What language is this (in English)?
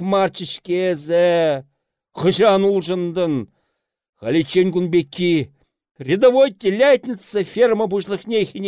Chuvash